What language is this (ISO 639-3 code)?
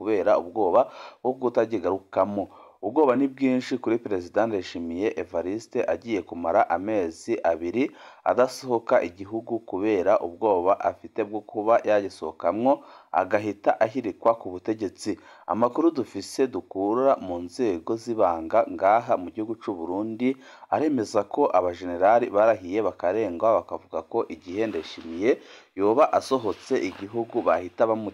run